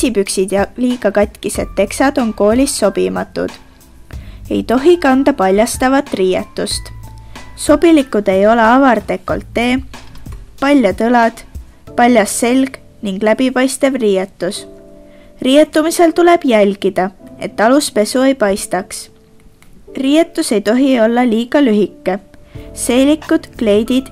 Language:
Estonian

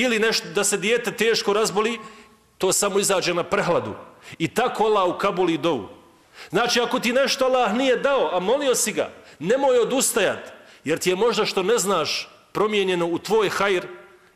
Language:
Bosnian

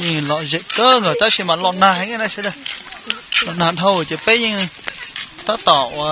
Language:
Hmong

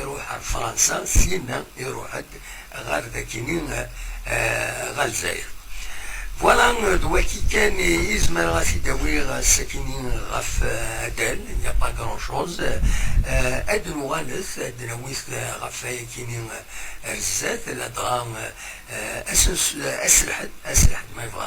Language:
Kabyle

